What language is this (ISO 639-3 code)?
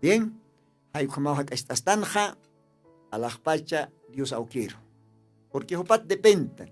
aym